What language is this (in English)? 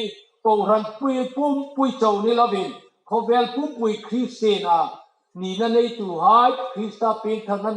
Hmar